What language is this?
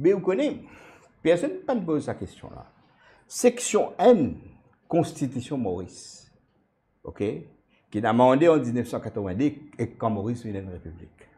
Morisyen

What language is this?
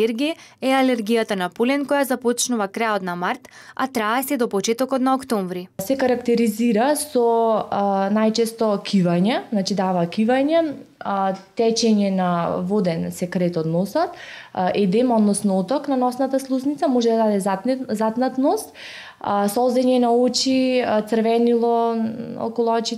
Macedonian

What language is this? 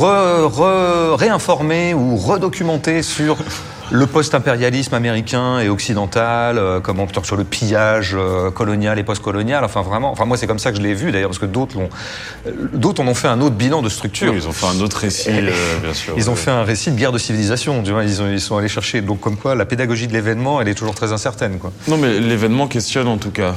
French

